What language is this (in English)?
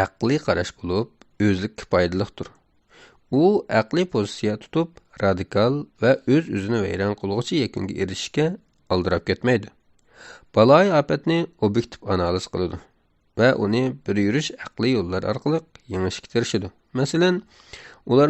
Uyghur